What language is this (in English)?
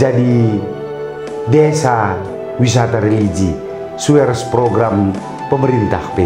Batak Karo